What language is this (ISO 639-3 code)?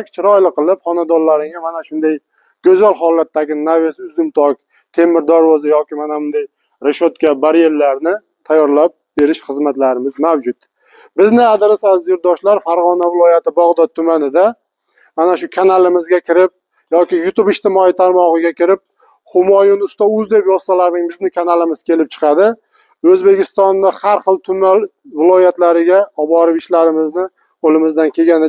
uzb